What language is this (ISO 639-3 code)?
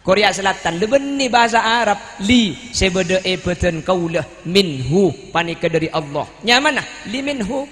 mad